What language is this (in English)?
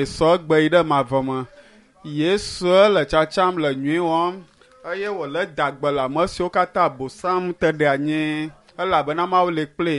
Ewe